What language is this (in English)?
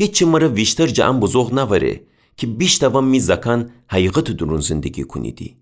Gilaki